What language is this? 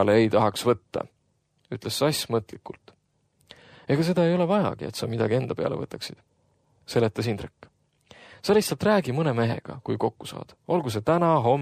Estonian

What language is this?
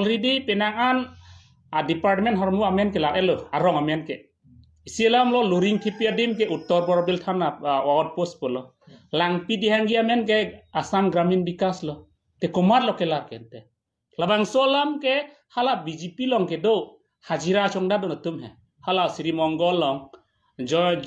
Karbi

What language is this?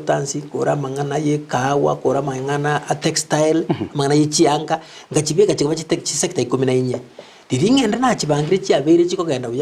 Gusii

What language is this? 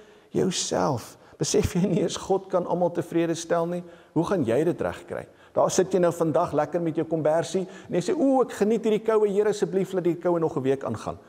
Afrikaans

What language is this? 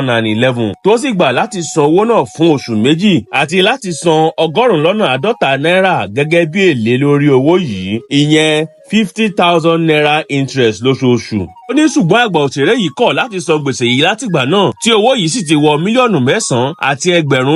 Yoruba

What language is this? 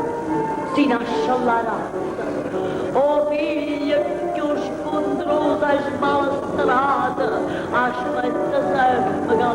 Neapolitan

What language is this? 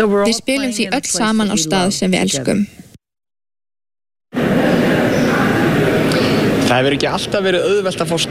Icelandic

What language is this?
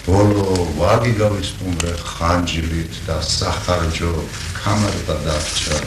Georgian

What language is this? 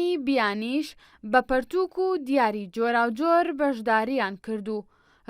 Central Kurdish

